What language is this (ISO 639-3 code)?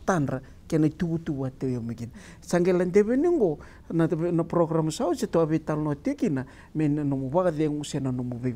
fij